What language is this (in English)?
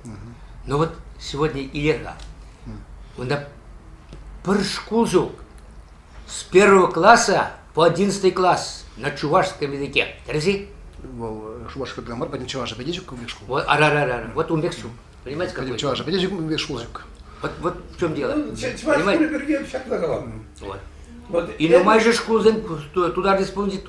Chuvash